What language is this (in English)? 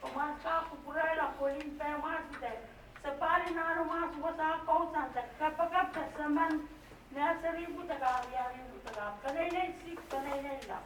Pohnpeian